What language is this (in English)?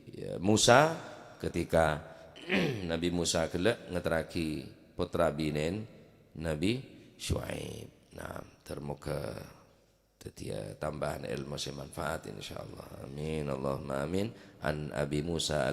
Madurese